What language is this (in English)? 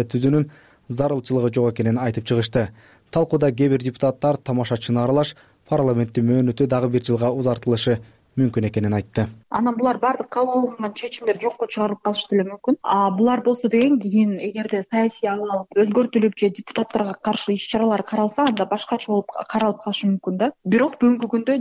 Kyrgyz